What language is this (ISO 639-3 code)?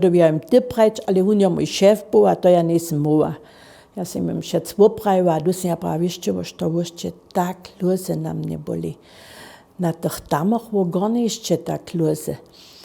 hsb